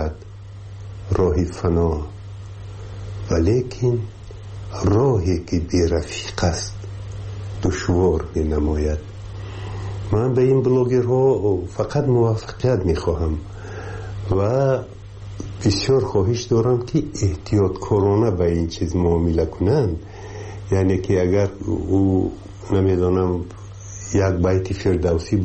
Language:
Persian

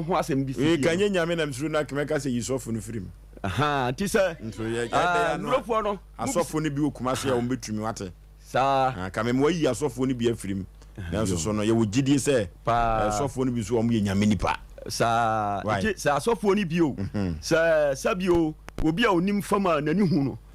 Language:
Akan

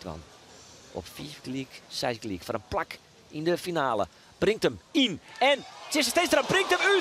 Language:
Western Frisian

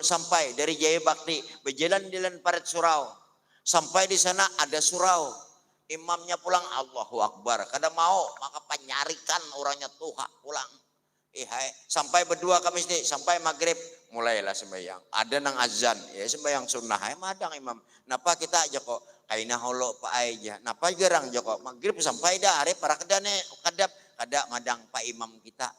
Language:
Banjar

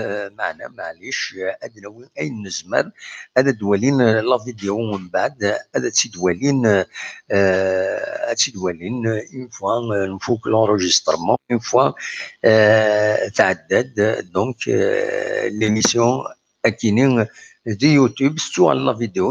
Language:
Kabyle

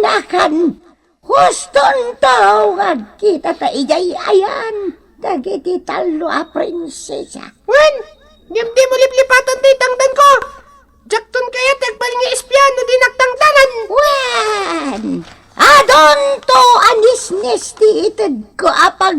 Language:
Iloko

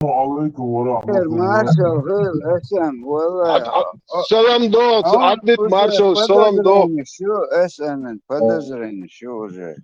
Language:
Chechen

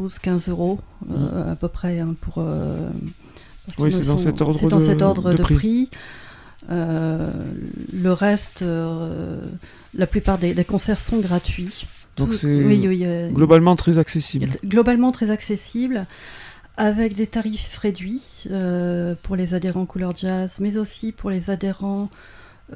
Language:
French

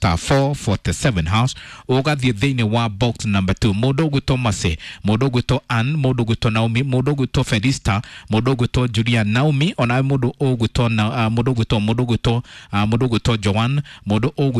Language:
Kikuyu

